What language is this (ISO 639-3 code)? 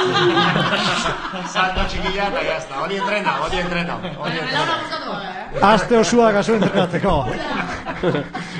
eus